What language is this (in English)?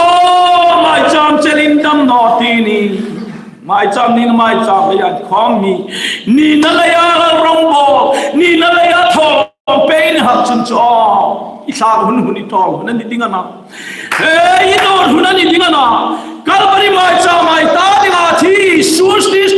Hmar